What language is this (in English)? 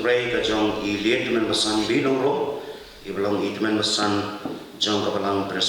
Khasi